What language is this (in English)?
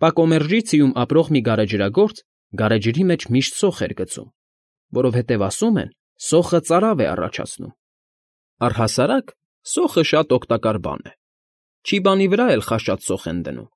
Armenian